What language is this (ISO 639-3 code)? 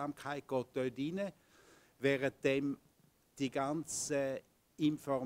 deu